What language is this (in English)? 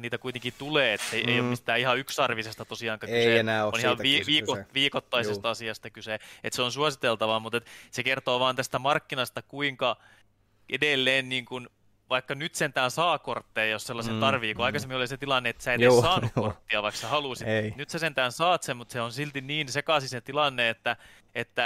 Finnish